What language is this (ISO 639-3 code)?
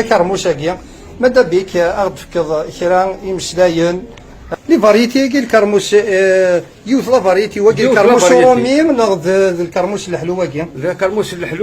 kab